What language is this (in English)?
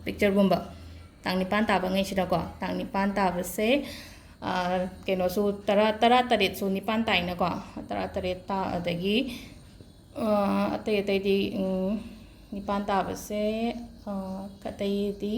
Manipuri